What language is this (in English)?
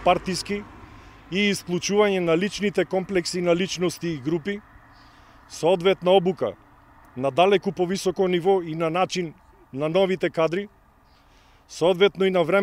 Macedonian